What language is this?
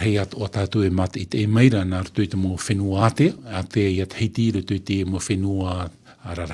Tahitian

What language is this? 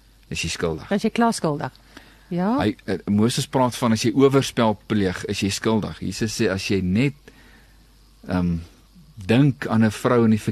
Afrikaans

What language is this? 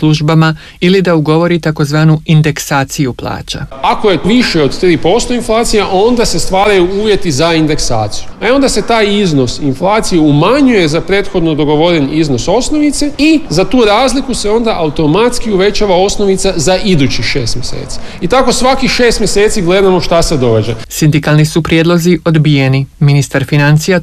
Croatian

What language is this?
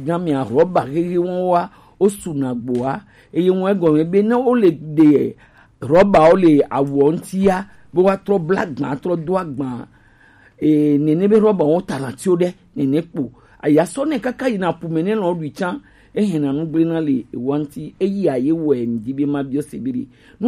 Gen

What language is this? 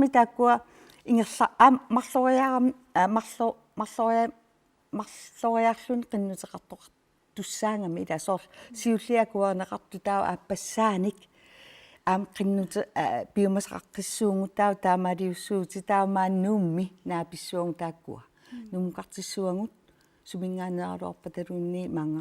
Kalaallisut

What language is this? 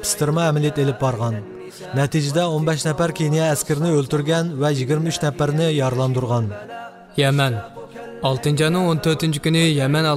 Uyghur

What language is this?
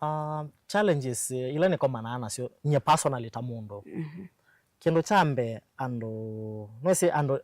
Kamba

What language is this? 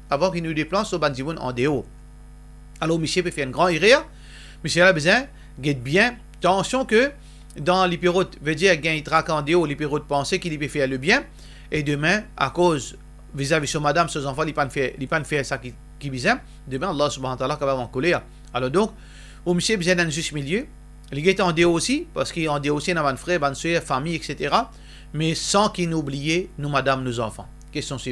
Morisyen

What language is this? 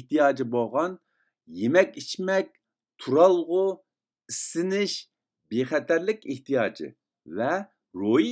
Uyghur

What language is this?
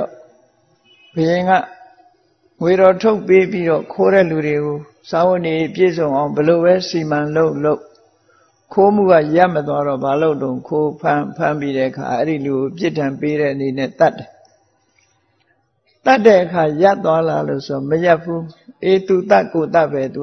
Burmese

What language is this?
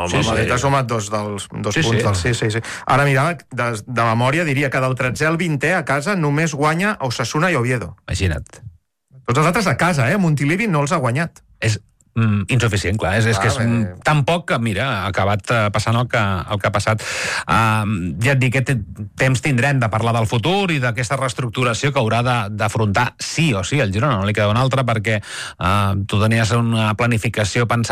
Catalan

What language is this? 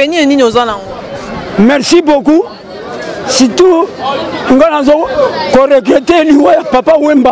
Lingala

